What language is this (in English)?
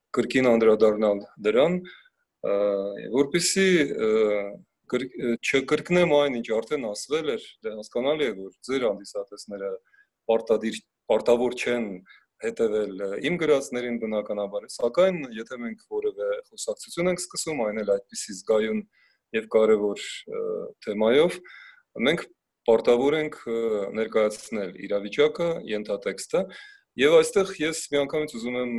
Armenian